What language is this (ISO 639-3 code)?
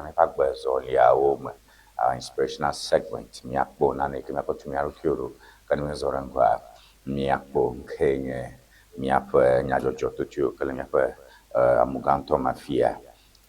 ewe